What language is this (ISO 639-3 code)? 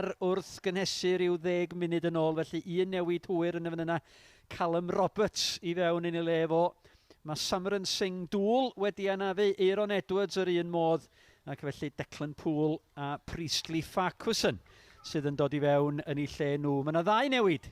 cym